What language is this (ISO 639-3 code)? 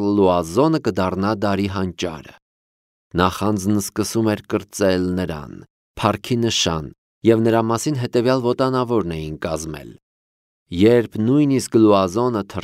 hye